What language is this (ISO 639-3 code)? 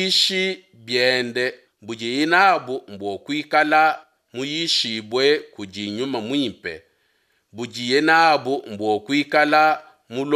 lua